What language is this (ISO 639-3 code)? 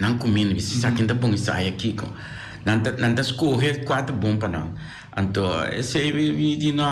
pap